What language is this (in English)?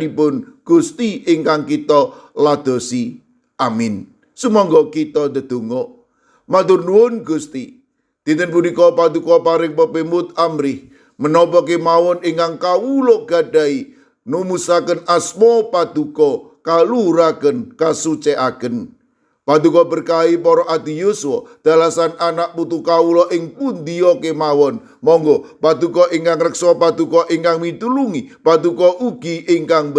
Javanese